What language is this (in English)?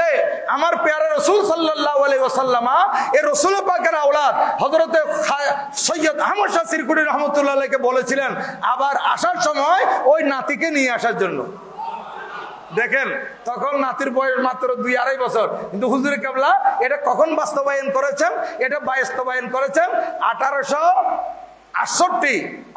Bangla